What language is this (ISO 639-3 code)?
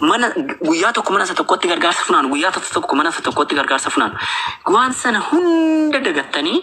orm